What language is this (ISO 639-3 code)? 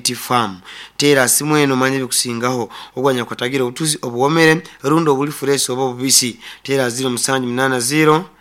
nyn